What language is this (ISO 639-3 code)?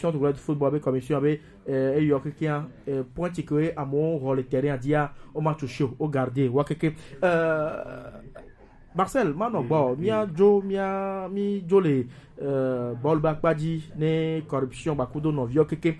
gej